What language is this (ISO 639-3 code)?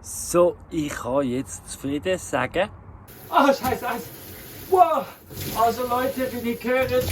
gsw